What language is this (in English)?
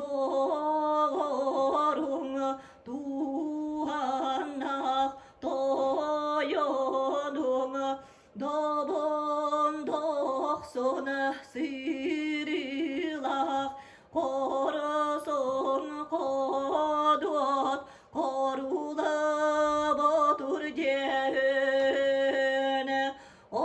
Yakut